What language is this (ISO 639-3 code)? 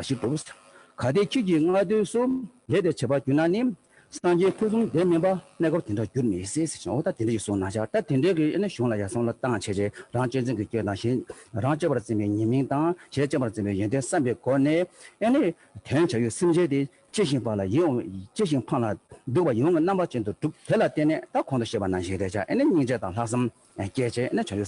bod